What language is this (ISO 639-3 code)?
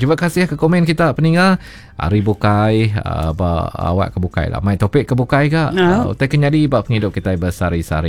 iba